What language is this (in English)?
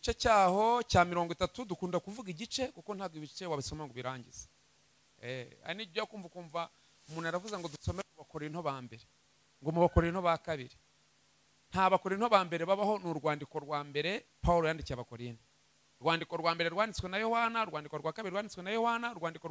Kinyarwanda